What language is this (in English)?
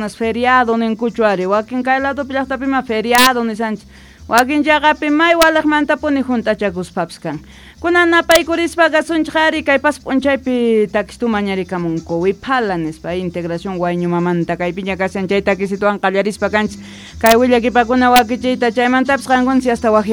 Quechua